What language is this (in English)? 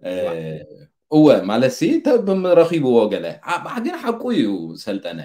Tigrinya